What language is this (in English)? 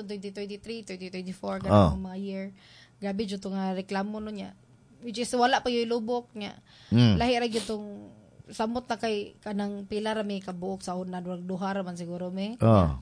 Cebuano